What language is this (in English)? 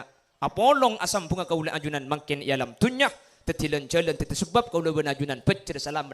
Madurese